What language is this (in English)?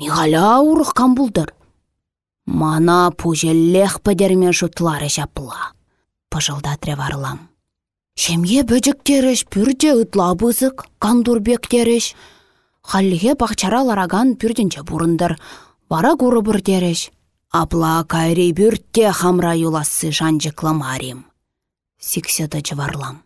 Chuvash